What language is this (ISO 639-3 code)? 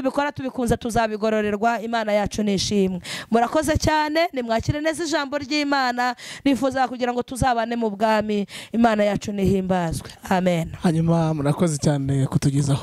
kin